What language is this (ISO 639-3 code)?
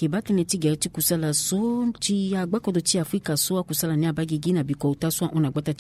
sag